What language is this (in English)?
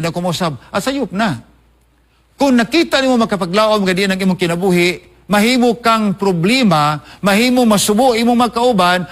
Cebuano